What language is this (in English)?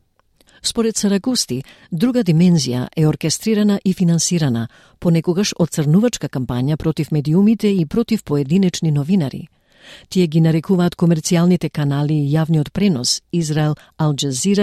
Macedonian